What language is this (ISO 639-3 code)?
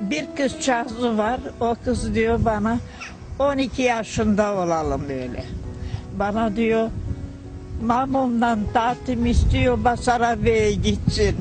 gag